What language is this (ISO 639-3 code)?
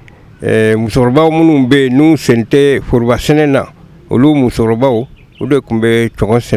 bam